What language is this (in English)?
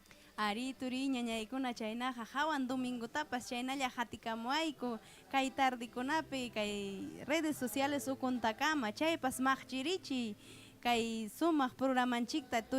Ayacucho Quechua